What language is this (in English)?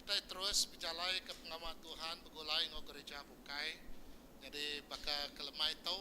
Iban